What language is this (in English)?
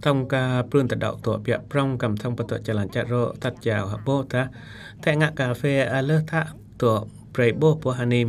Eastern Cham